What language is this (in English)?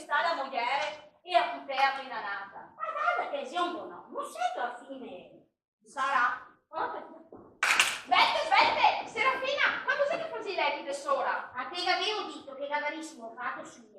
Venetian